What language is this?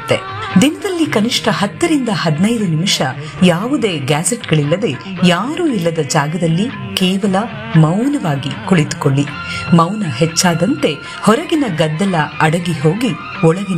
Kannada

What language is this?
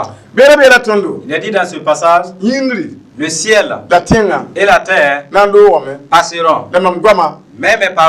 Mossi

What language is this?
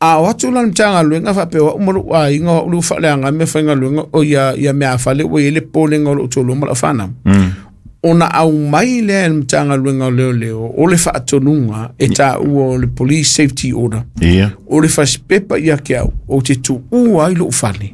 Samoan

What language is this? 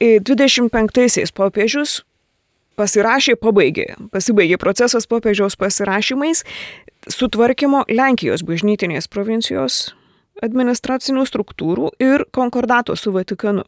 Lithuanian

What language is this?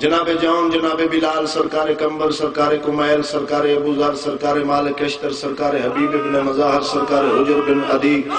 Saraiki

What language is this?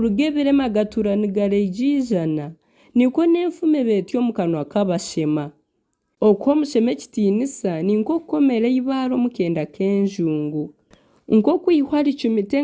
Nyankole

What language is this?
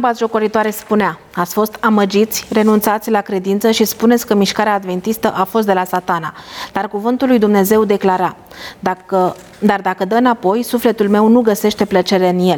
Romanian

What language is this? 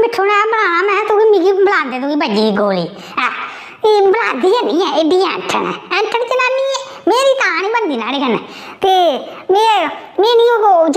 Dogri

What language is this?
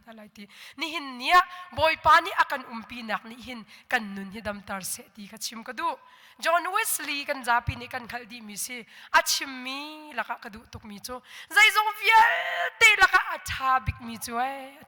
Hakha Chin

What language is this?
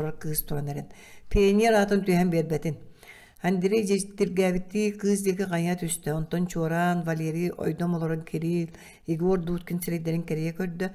Yakut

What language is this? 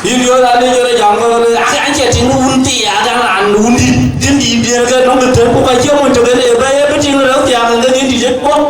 Dinka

